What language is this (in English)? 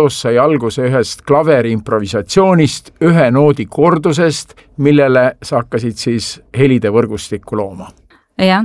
Estonian